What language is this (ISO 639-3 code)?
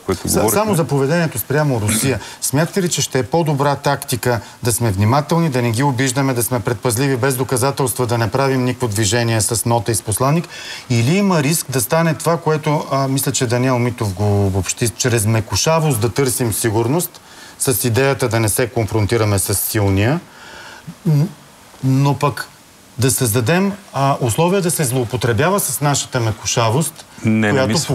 bul